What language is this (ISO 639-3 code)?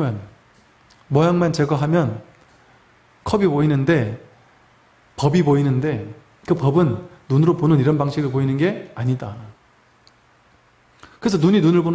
kor